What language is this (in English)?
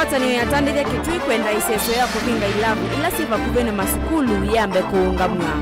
Kamba